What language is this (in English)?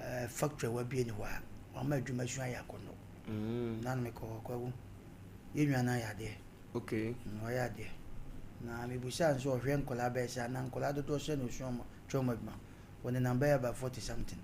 Akan